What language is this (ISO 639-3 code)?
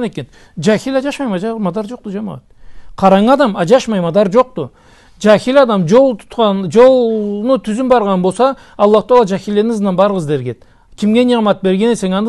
krc